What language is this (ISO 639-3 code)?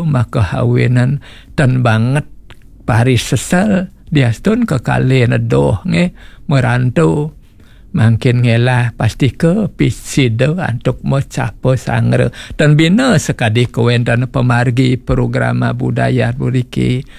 ban